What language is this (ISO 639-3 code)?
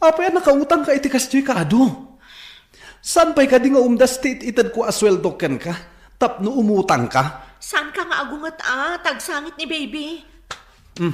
ilo